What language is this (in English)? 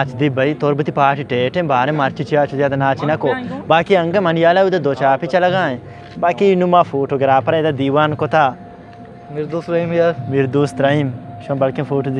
Baluchi